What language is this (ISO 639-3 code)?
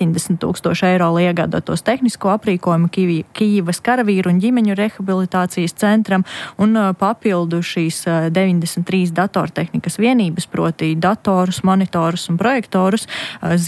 lav